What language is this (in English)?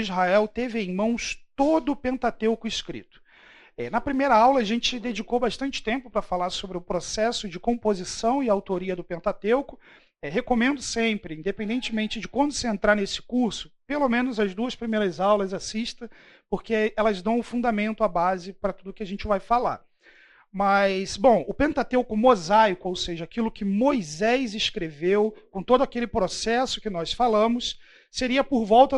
Portuguese